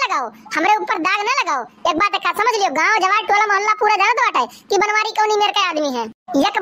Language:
Awadhi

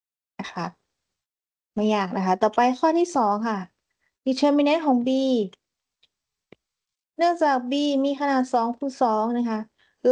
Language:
Thai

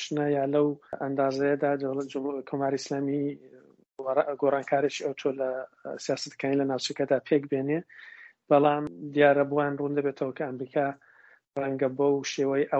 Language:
Central Kurdish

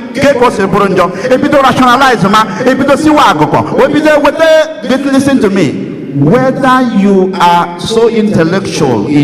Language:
Igbo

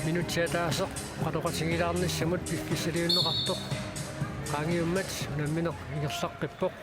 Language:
Kalaallisut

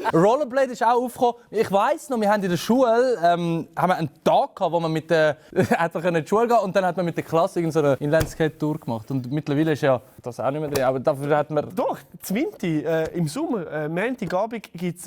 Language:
Swiss German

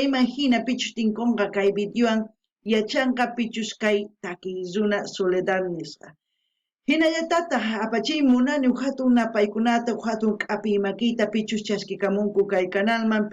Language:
South Bolivian Quechua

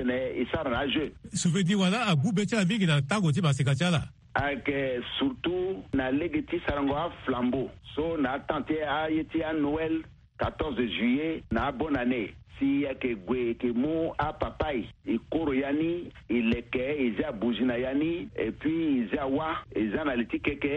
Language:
Sango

